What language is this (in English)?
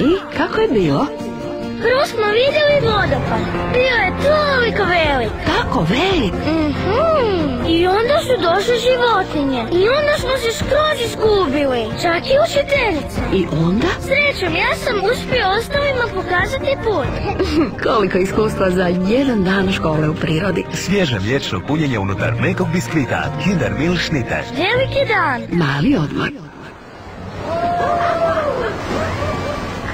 Croatian